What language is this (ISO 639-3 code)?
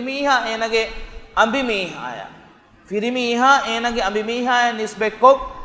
div